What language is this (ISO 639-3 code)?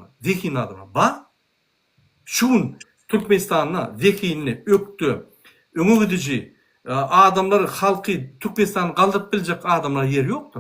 tuk